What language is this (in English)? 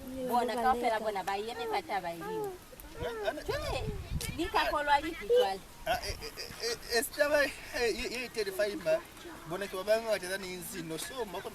Lozi